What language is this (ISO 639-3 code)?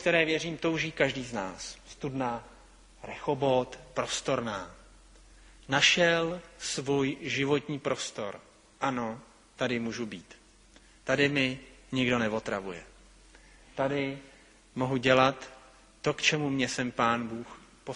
ces